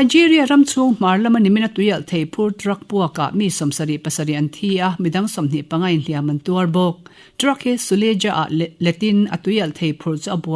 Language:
Mizo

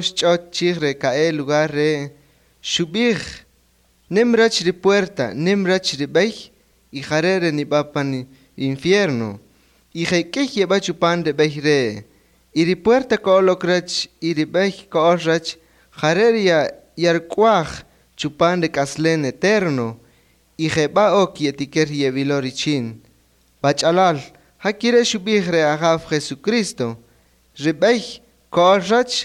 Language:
Kaqchikel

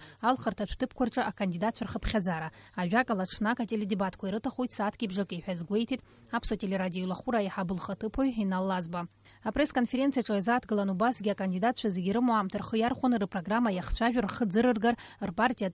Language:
Abkhazian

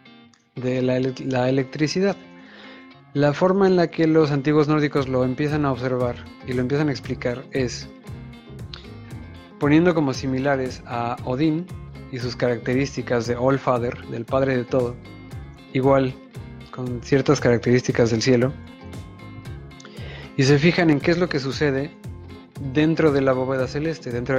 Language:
Spanish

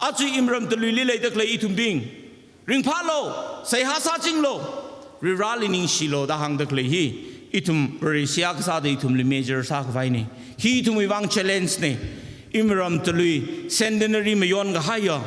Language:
Tangkhul Naga (India)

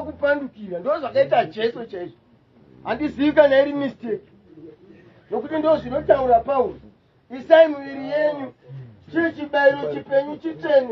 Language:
Shona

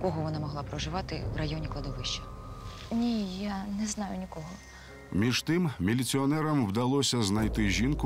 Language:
Ukrainian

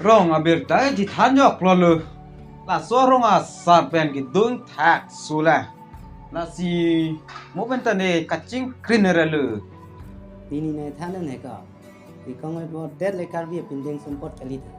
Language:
Karbi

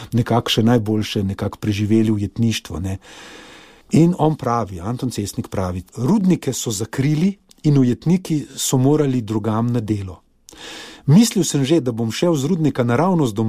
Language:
Slovenian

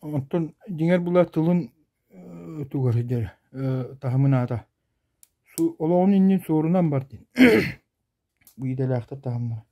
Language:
Yakut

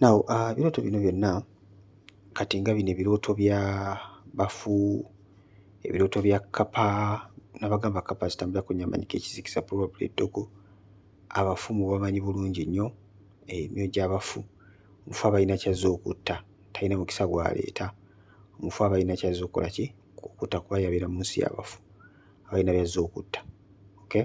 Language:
Ganda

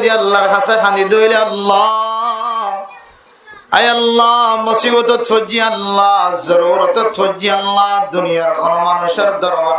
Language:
Rohingya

